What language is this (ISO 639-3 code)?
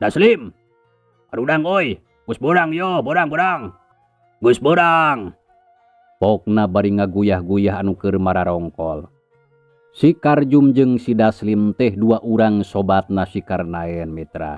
sun